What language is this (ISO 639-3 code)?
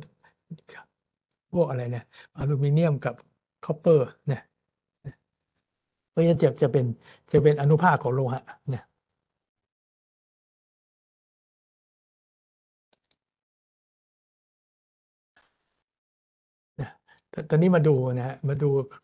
tha